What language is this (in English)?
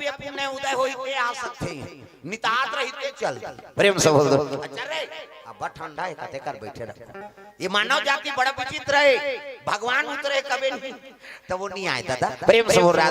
Chhattisgarhi